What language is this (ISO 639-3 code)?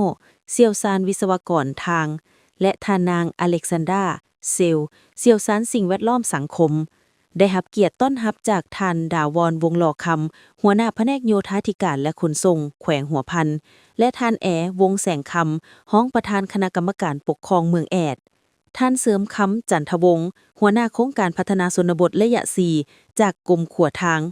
lao